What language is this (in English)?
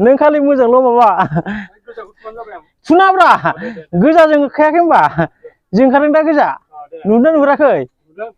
Bodo